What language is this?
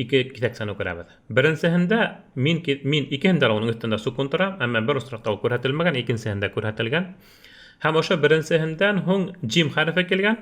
Bashkir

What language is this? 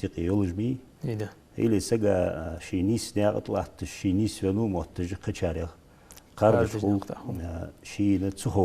Ingush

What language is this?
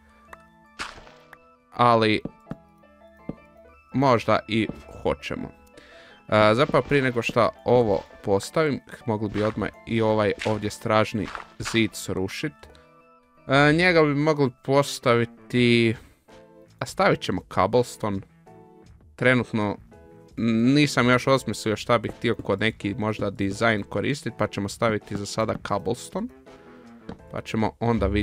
Croatian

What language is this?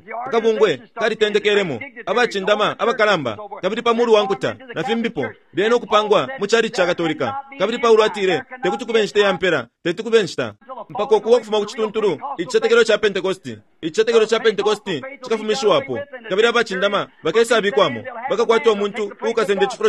Bemba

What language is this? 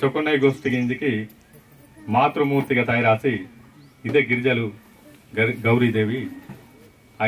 Aheri Gondi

